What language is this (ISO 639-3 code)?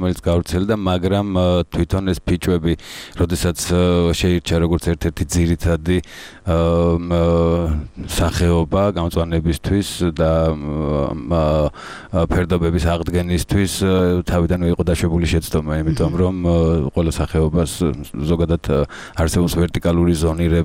kat